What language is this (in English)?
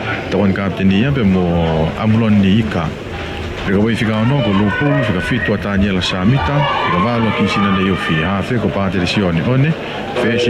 Tongan